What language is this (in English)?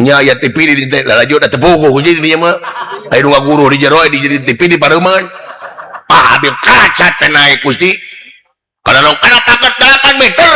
Sundanese